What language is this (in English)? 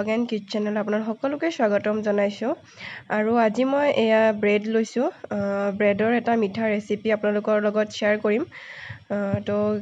Assamese